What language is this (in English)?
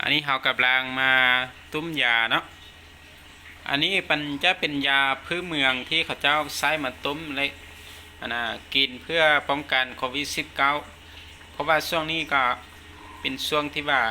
Lao